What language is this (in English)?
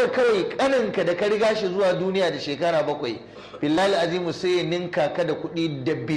Hausa